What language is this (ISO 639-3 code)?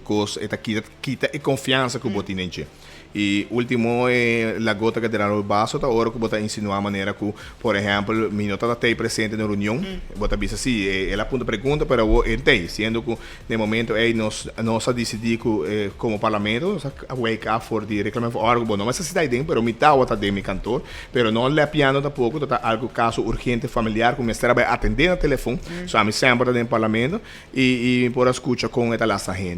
pap